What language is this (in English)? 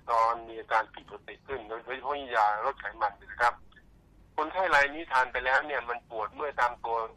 Thai